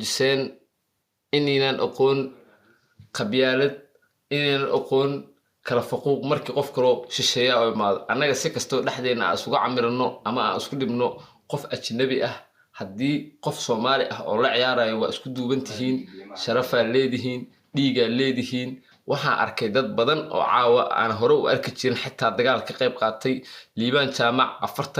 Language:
Somali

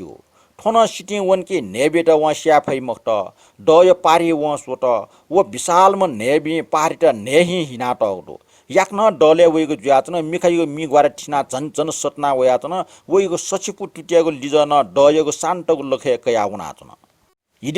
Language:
Newari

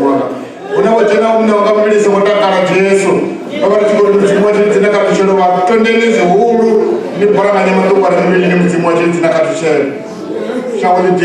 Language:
Venda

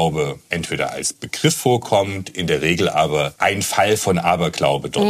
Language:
German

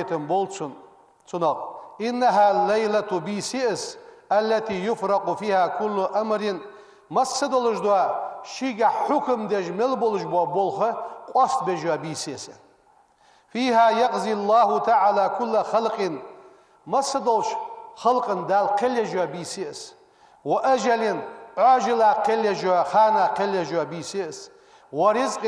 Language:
Ingush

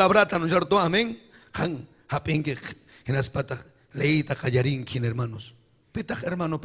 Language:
Ayacucho Quechua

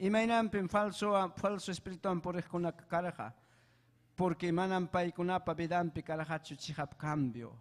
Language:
Ayacucho Quechua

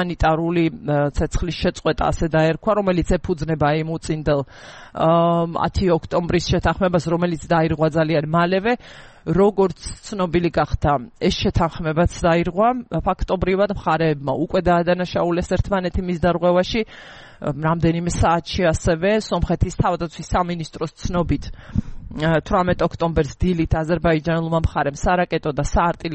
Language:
Georgian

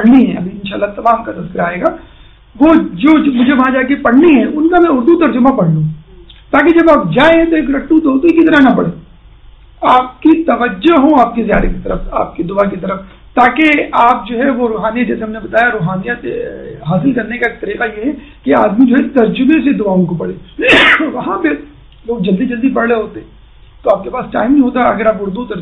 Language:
Urdu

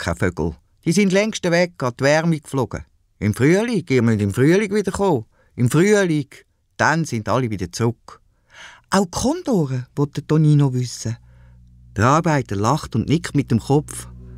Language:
Swiss German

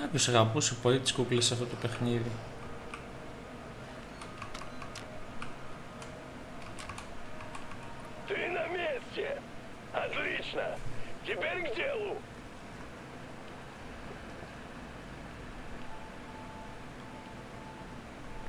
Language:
Greek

